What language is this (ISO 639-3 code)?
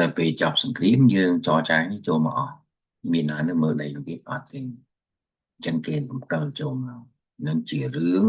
khm